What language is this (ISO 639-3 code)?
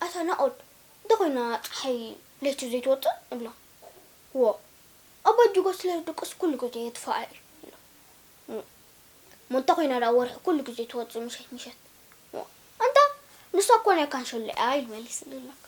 tir